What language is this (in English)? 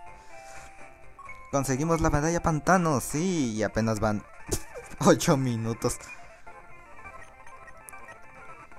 Spanish